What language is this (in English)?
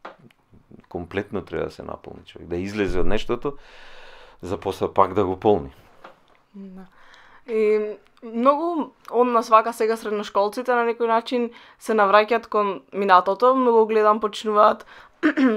Macedonian